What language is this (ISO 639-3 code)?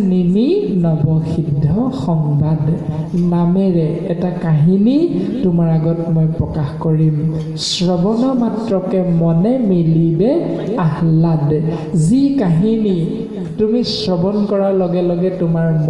asm